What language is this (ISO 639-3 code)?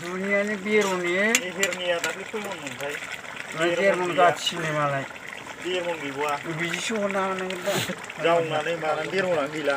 brx